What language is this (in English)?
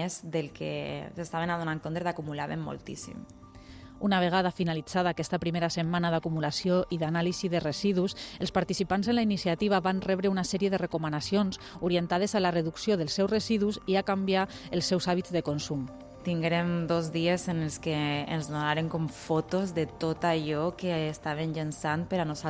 Catalan